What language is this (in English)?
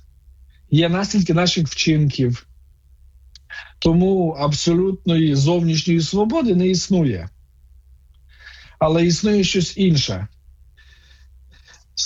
Ukrainian